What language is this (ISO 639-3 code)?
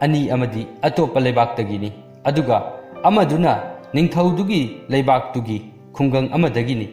mni